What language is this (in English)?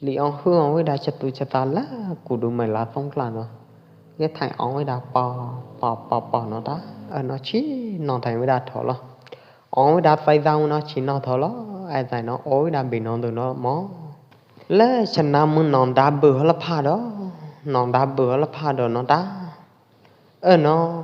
Pwo Eastern Karen